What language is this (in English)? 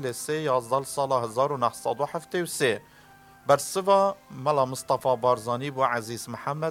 Kurdish